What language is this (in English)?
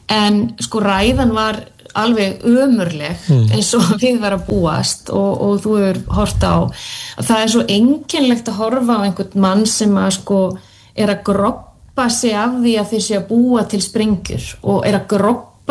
Icelandic